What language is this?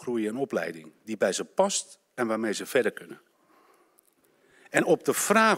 Dutch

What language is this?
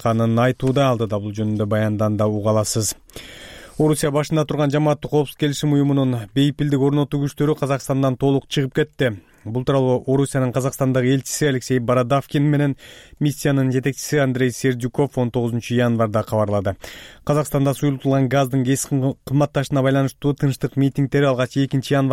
Kyrgyz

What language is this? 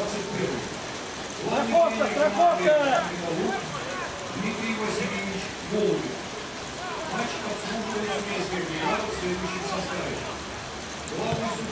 Russian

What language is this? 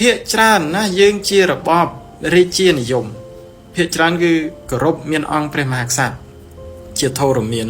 Khmer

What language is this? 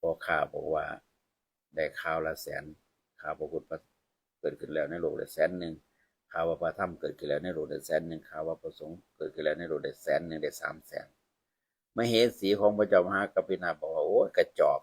Northeastern Thai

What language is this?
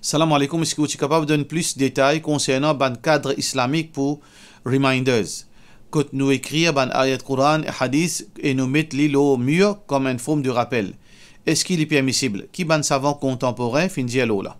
Morisyen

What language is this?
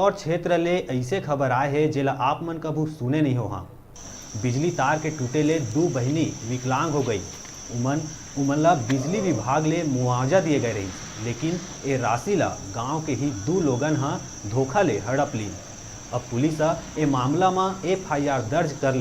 Chhattisgarhi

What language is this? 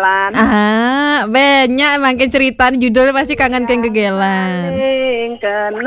Balinese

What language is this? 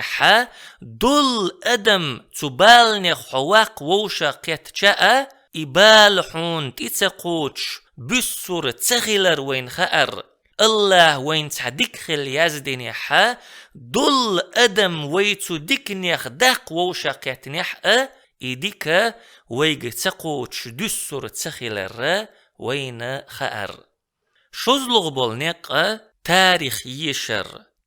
Chechen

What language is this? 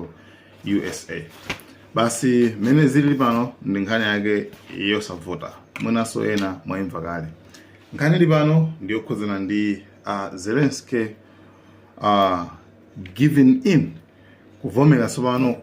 Nyanja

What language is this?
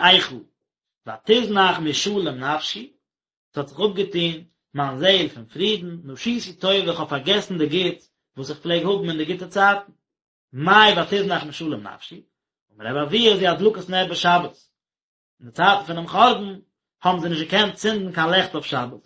Yiddish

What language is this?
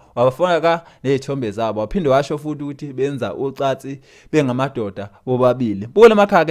Zulu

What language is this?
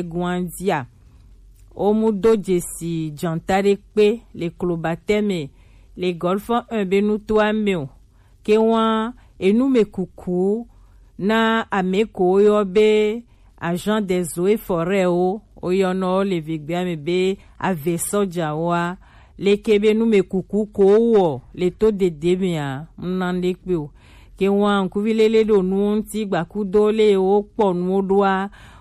Gen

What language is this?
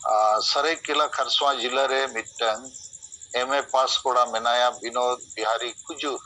Santali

